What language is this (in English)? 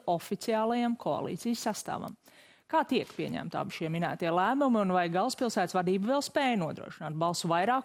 Latvian